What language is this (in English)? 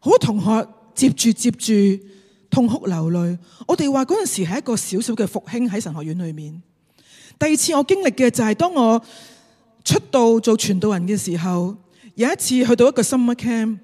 Cantonese